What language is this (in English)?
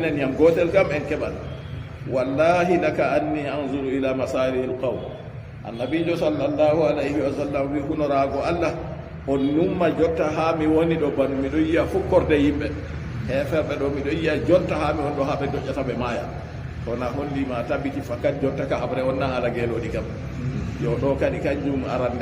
Fula